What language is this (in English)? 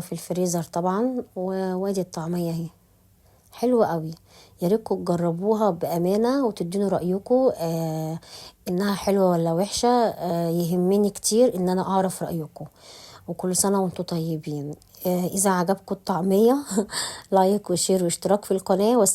Egyptian Arabic